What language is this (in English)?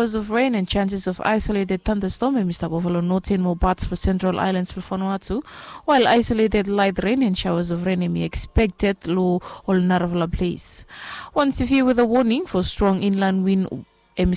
Bislama